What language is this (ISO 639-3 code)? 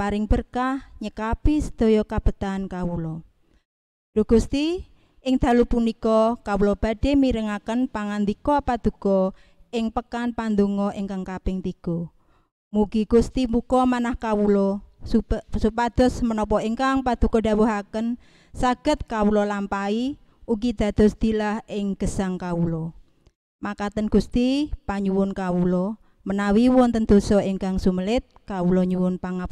jav